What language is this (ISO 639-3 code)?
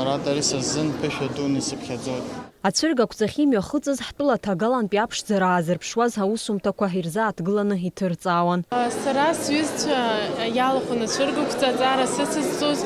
abk